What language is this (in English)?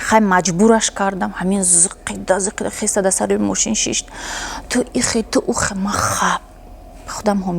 Tajik